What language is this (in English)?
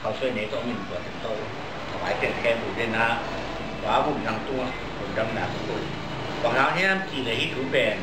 Tedim Chin